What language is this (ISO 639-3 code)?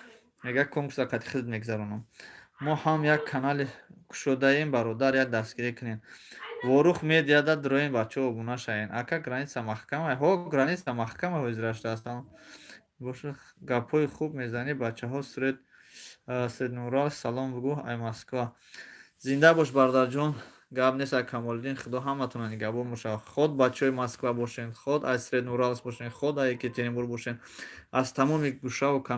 tgk